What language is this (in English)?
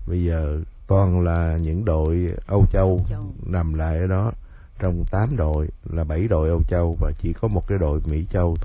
Vietnamese